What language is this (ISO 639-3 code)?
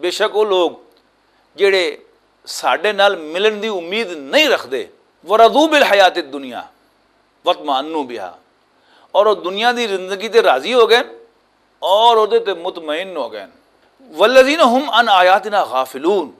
lah